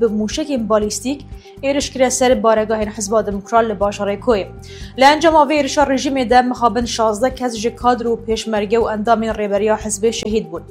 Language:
Kurdish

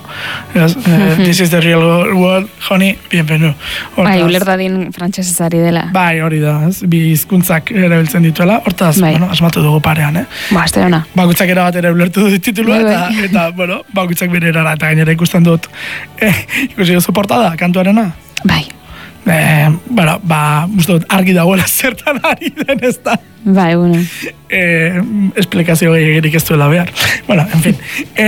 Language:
Basque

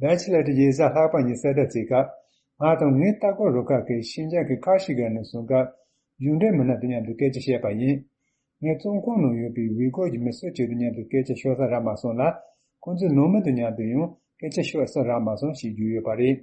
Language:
Tibetan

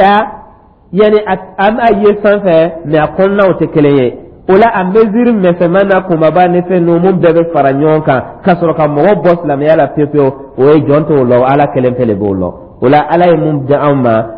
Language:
Dyula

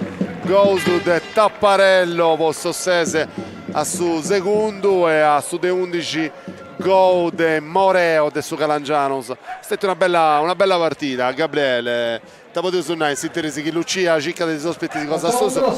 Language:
Sardinian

